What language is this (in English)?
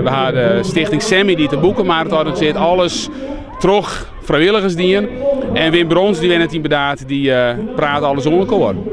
Western Frisian